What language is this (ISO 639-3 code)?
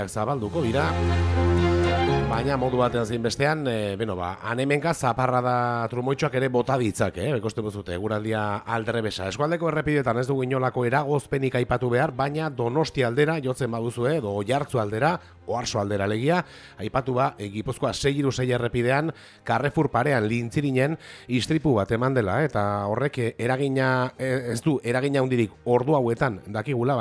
eus